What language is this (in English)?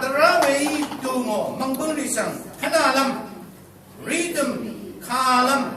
Rawang